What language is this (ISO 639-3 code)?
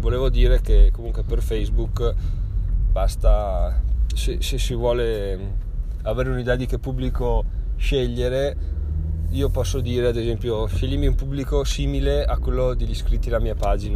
ita